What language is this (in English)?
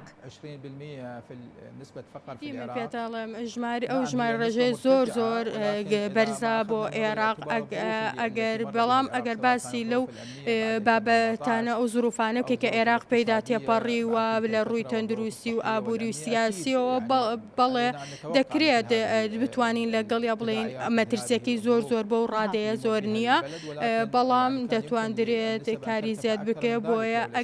Central Kurdish